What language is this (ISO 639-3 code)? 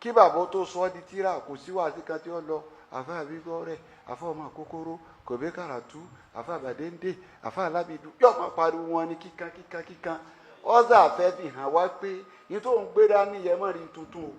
yor